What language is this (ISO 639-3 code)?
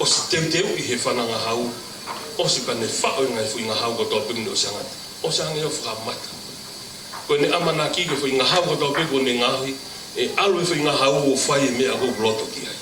ton